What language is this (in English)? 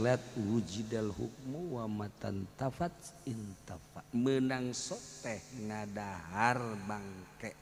Sundanese